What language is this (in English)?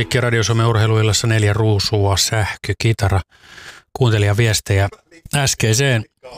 Finnish